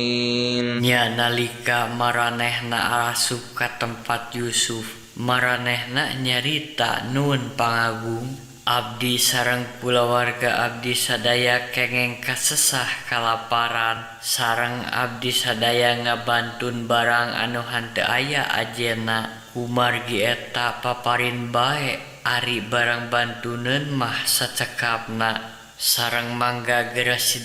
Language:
Sundanese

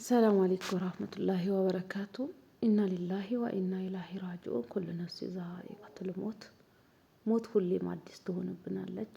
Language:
Amharic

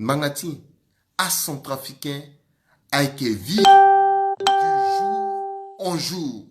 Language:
Sango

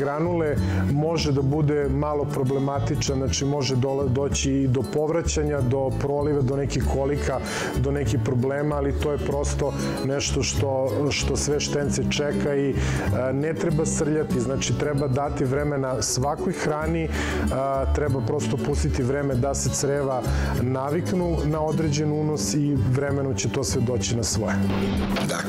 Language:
Serbian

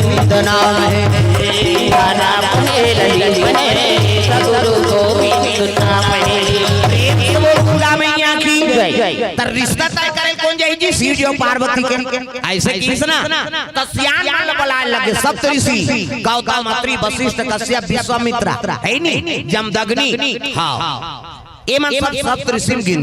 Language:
Chhattisgarhi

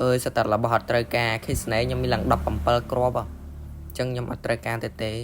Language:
Khmer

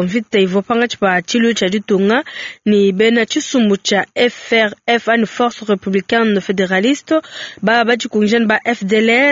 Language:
Luba-Lulua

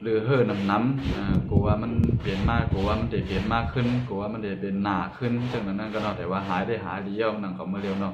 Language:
Shan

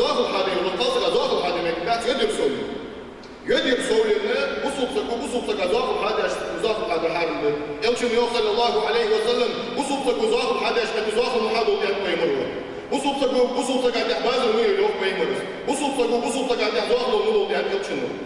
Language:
Ingush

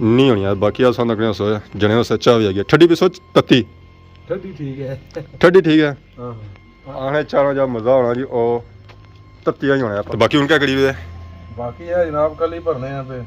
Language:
Pahari-Potwari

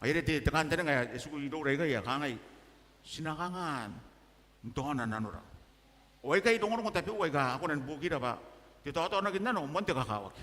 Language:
Gilbertese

